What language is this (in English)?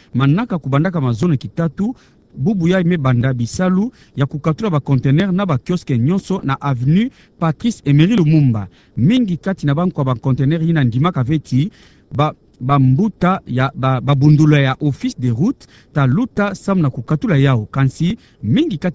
Kituba (Democratic Republic of Congo)